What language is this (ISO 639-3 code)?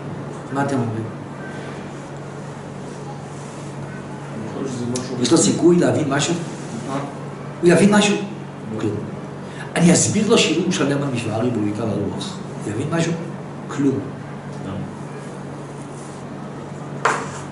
heb